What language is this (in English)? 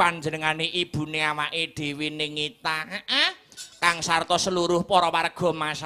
Javanese